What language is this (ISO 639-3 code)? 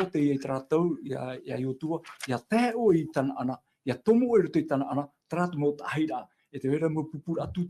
tah